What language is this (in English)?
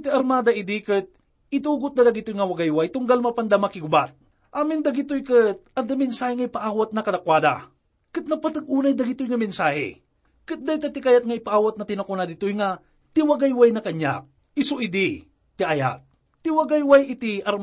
Iloko